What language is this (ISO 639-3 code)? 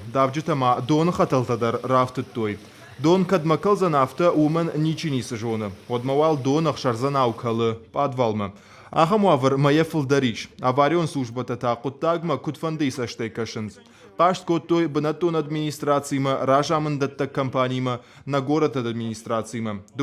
oss